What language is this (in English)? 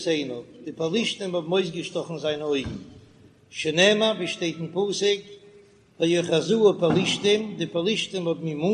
Yiddish